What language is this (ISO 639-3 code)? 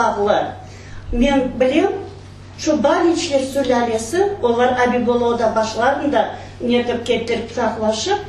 crh